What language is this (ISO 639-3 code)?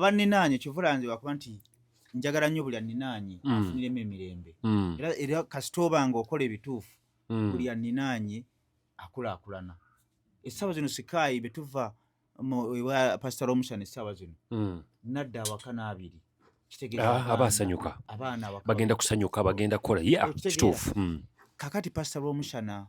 lug